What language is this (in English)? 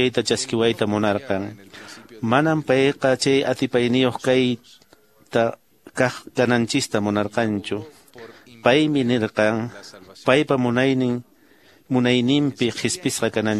Quechua